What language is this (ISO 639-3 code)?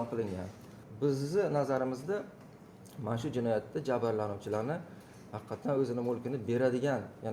uzb